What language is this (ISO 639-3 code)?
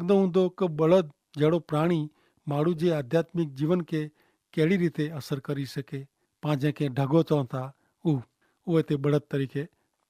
kfr